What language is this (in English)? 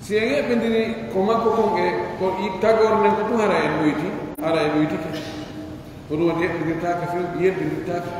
Pular